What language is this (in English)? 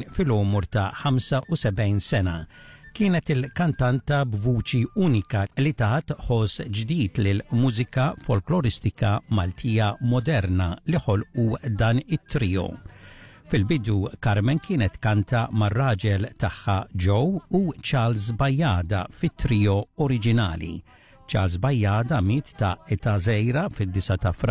Maltese